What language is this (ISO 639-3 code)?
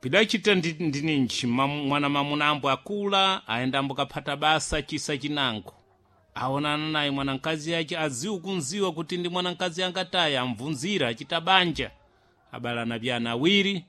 seh